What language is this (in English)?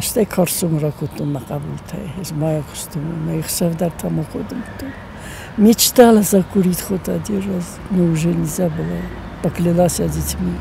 Ossetic